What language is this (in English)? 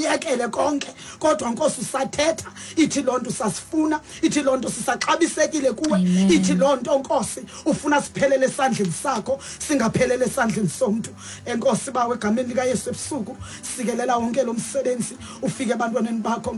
Xhosa